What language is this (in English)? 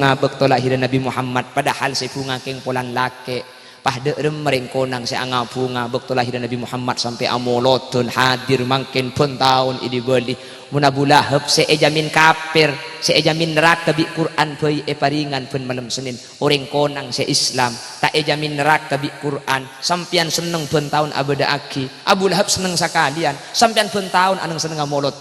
Madurese